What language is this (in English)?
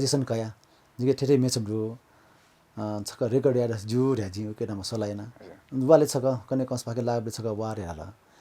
Newari